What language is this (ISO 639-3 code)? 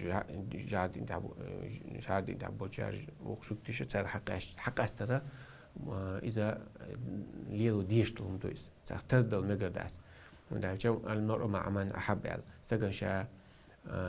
che